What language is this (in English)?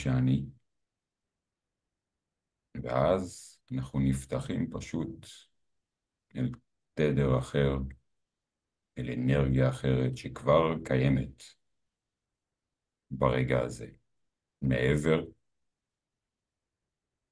Hebrew